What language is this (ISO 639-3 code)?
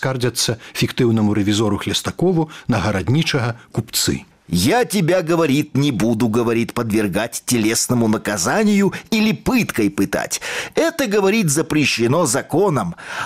bel